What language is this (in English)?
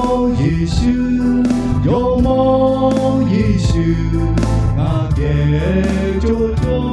Lahu